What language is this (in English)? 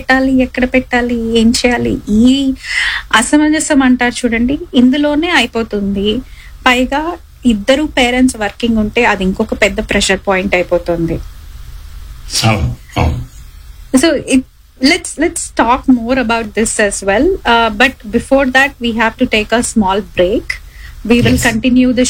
Telugu